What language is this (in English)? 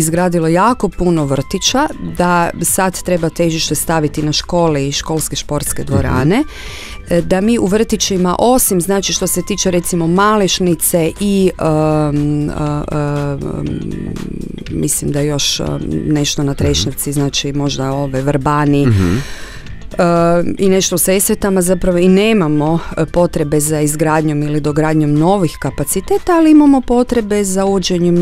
Croatian